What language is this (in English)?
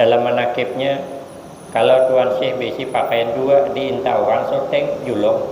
Banjar